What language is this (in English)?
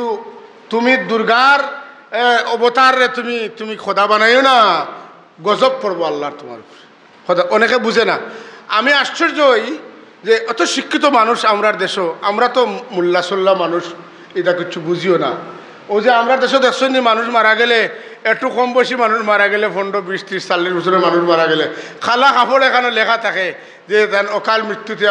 Sylheti